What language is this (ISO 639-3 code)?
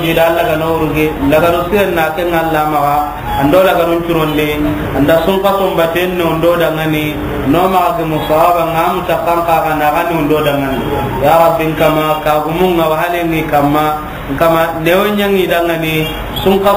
snk